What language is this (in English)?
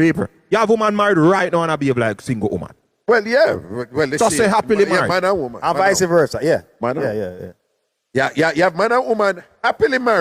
Jamaican Creole English